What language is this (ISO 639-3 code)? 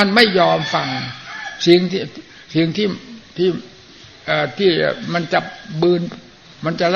tha